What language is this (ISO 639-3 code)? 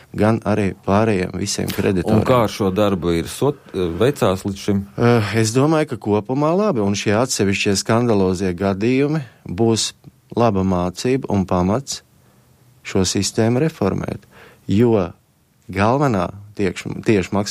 lav